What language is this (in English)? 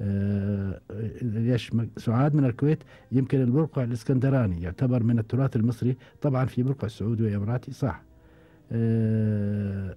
Gulf Arabic